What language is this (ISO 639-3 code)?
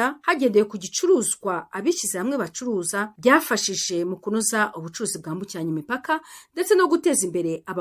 kin